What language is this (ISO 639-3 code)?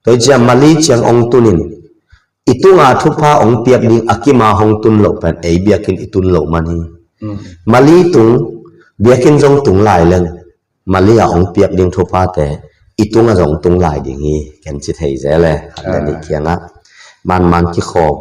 ctd